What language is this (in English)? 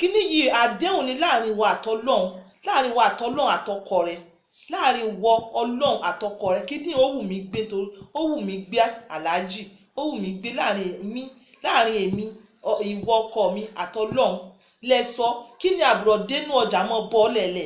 Yoruba